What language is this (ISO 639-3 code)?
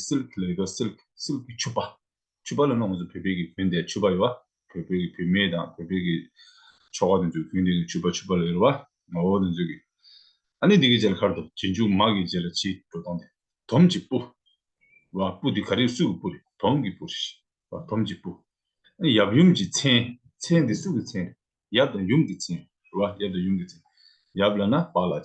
bod